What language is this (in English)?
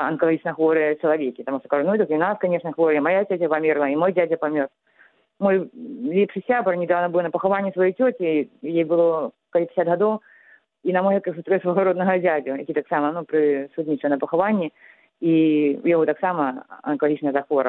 Belarusian